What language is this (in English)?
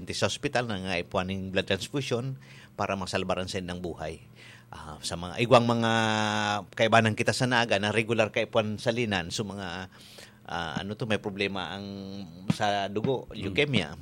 Bikol